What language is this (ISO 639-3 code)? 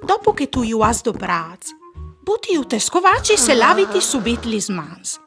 fur